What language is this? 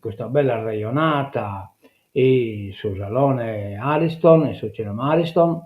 Sardinian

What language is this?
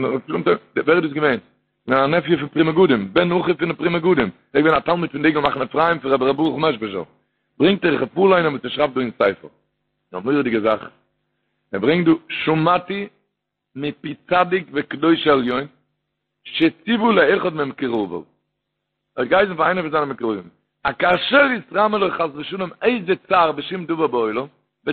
Yiddish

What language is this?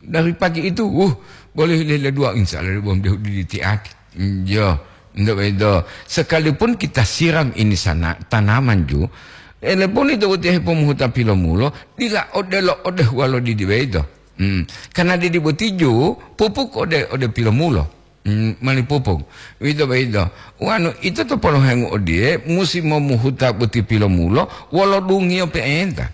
Gorontalo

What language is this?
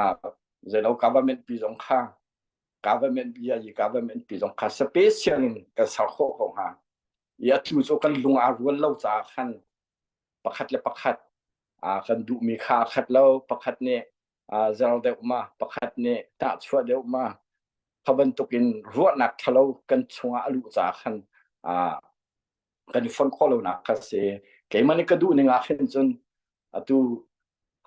Hakha Chin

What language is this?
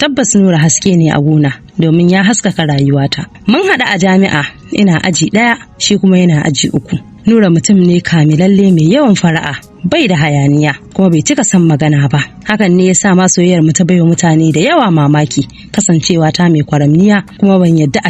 Hausa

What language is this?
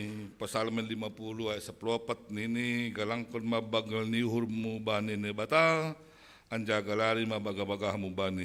Batak Simalungun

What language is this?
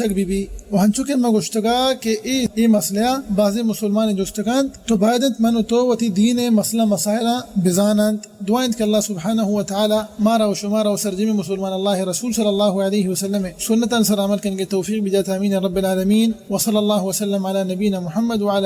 Baluchi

